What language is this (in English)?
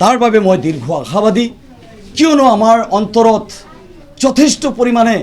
Assamese